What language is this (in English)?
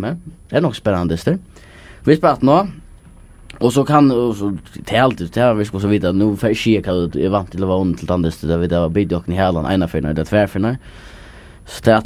Faroese